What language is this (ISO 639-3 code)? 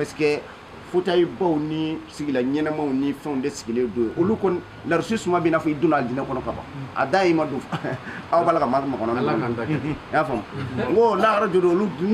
bam